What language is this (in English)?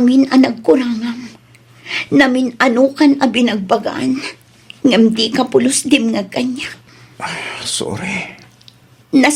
Iloko